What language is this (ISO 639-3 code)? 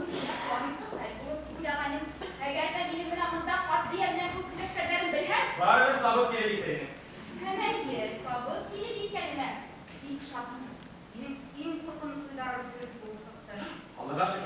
bak